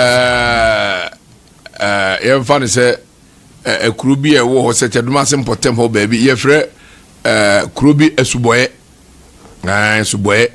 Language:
Akan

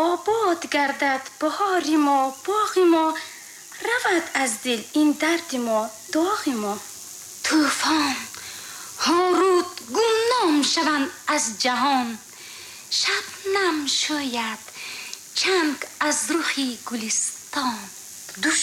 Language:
Tajik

